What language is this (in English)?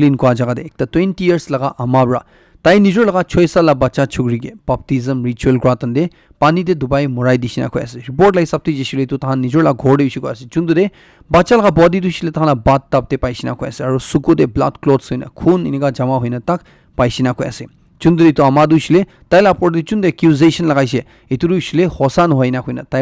Naga Pidgin